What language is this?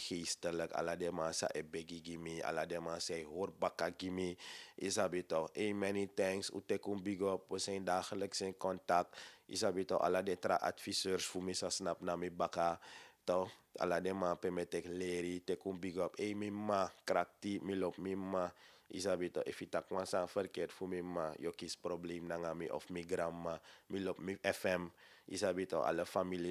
Sranan Tongo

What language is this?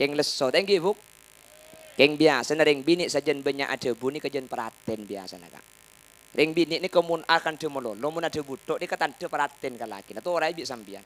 Madurese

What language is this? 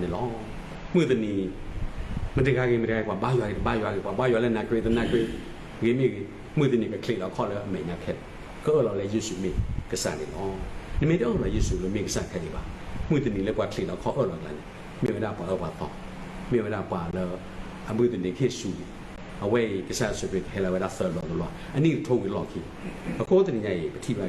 S'gaw Karen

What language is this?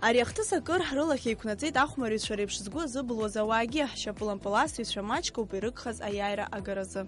Abkhazian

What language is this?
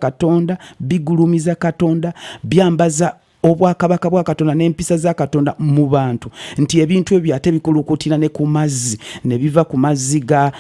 Ganda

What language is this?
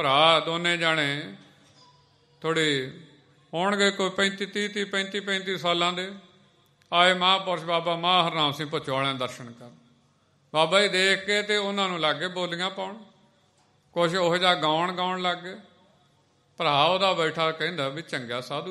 Punjabi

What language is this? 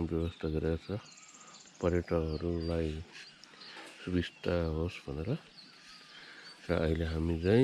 Nepali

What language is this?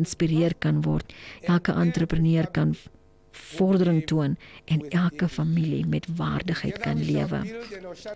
Afrikaans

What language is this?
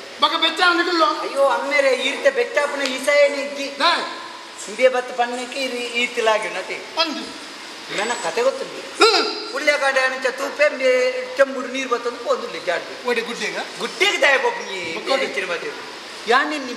Tulu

